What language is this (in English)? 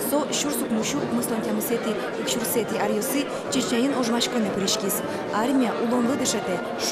Udmurt